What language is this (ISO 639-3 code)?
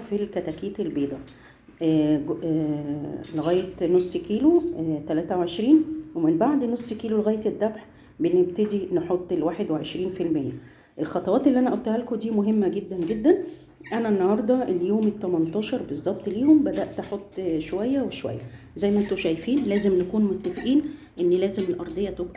arz